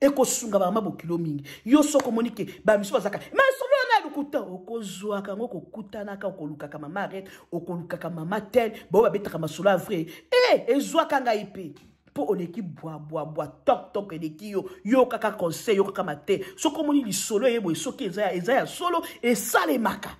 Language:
Lingala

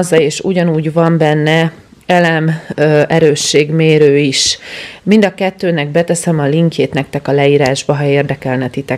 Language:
Hungarian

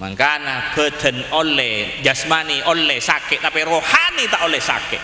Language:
Madurese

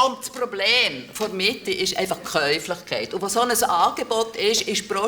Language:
Swiss German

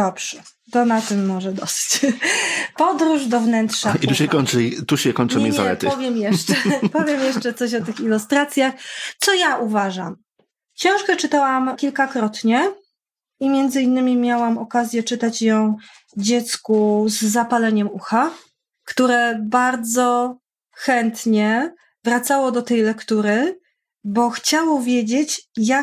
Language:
Polish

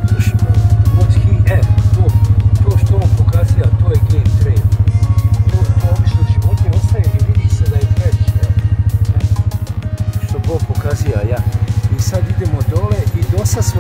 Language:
Croatian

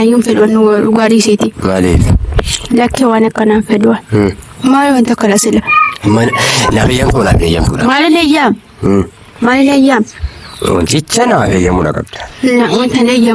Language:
Oromo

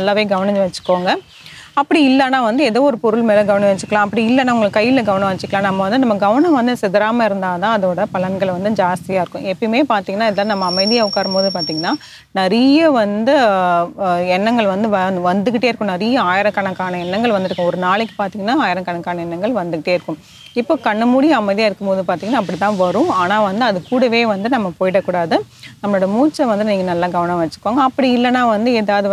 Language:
Tamil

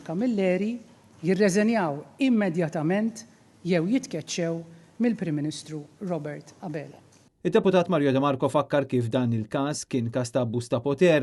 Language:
Maltese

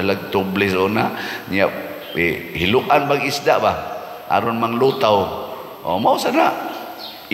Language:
Cebuano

